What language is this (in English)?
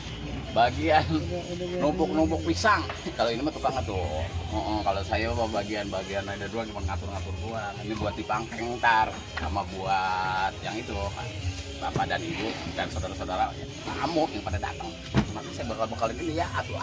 Betawi